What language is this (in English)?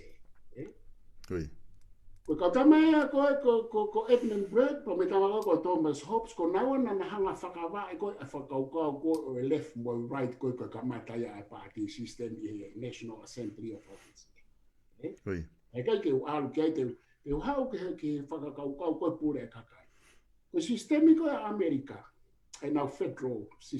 Tongan